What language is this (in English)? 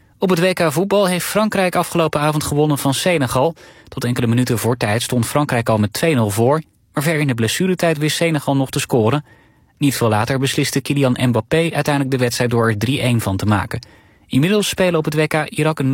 Dutch